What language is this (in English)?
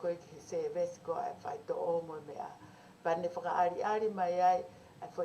Tongan